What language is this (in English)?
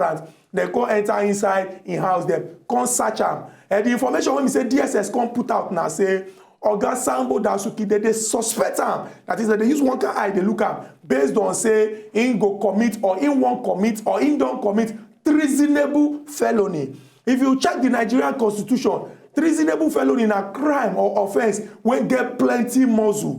Nigerian Pidgin